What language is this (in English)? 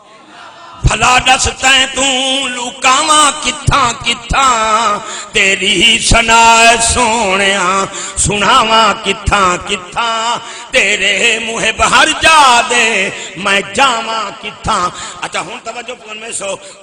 Saraiki